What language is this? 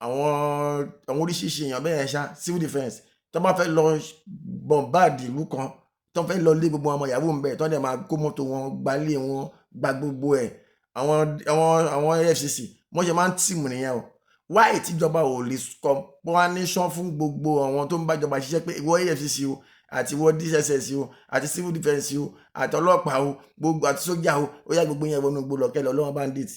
Yoruba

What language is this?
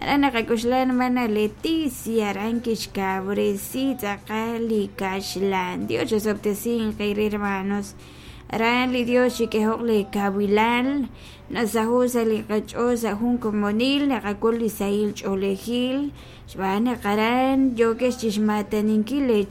Kekchí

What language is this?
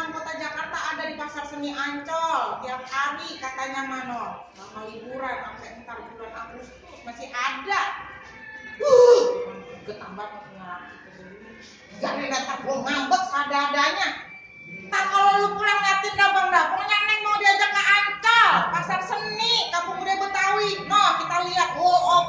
Betawi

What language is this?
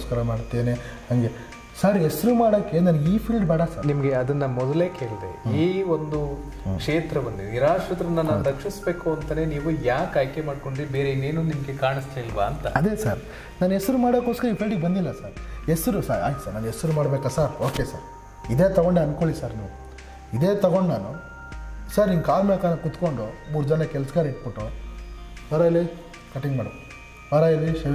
Kannada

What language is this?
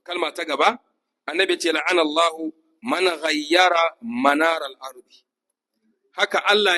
Hausa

